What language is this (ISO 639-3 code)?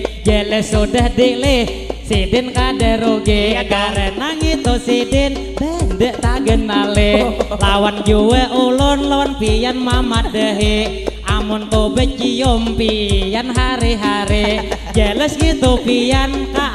bjn